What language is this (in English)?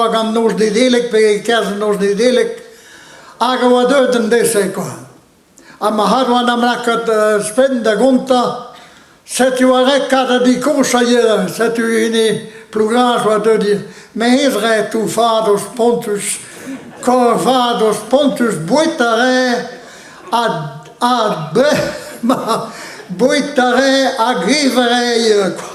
Breton